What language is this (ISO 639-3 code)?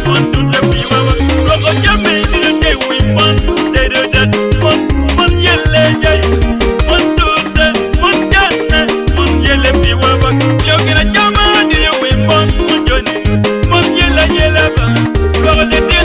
ach